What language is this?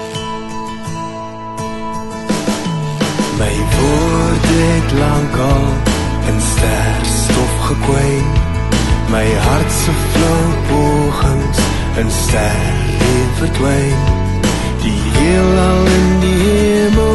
Afrikaans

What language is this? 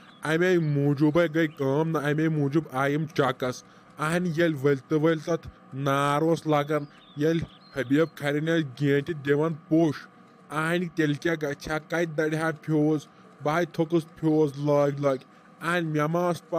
Kashmiri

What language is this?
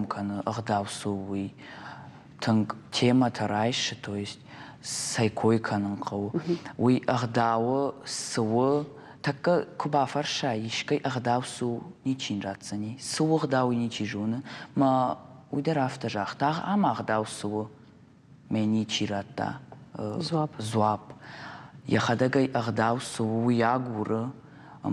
Ossetic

